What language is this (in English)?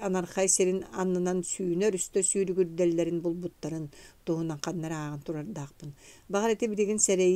Yakut